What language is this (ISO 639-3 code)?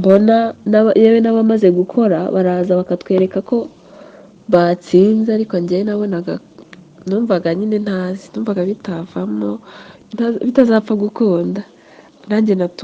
kin